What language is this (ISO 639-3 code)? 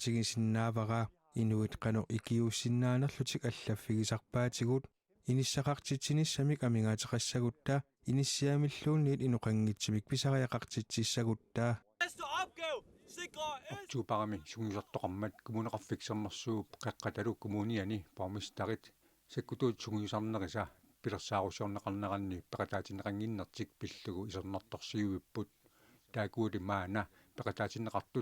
kal